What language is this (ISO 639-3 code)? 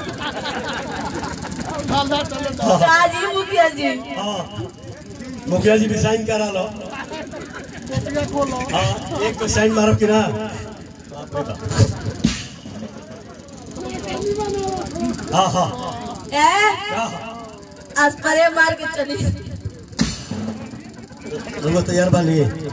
bho